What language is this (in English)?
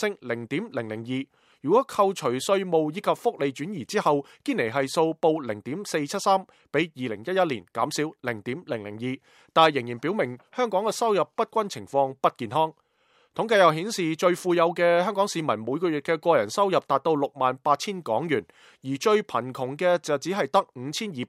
Cantonese